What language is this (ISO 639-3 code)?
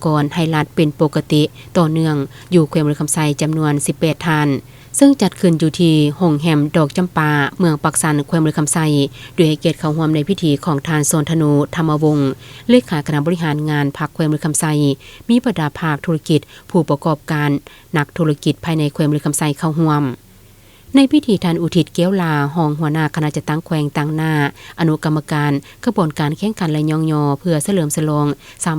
lao